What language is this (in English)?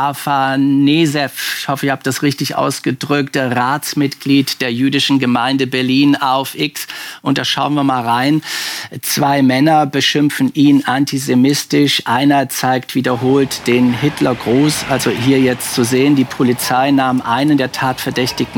German